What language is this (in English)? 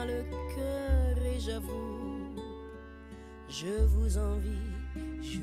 French